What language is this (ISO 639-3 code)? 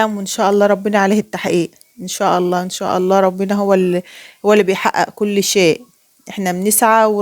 arz